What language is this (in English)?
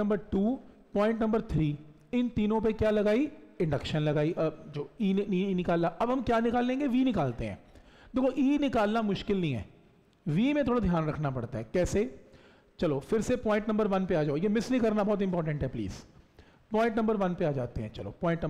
Hindi